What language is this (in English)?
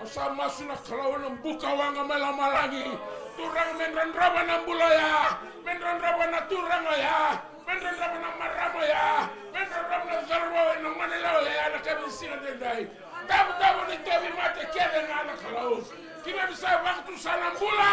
Fijian